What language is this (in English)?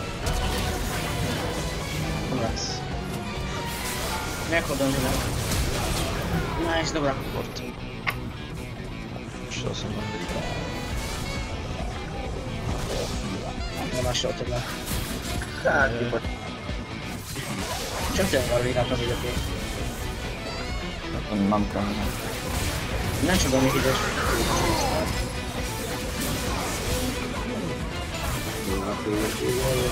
Slovak